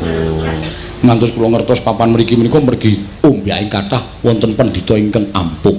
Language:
Javanese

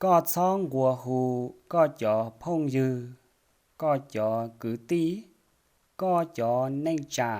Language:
Hmong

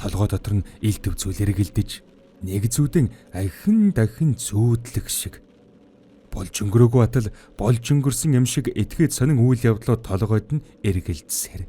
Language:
Mongolian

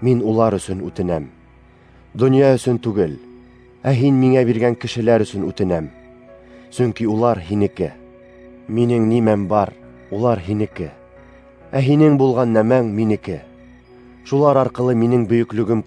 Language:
Bashkir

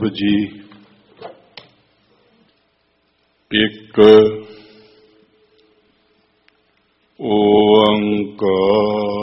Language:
Punjabi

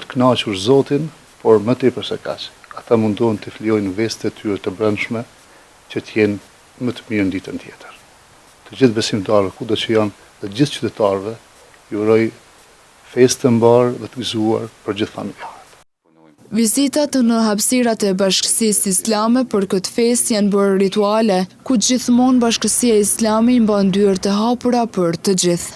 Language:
Albanian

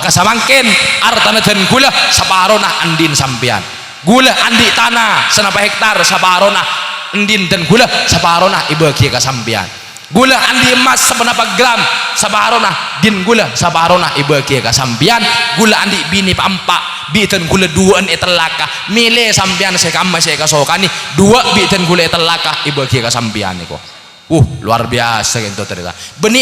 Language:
Madurese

